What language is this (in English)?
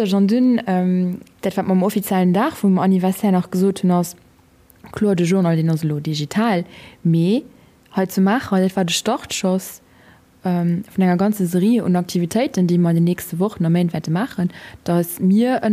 Luxembourgish